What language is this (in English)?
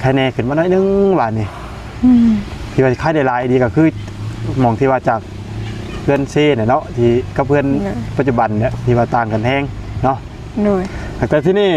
Lao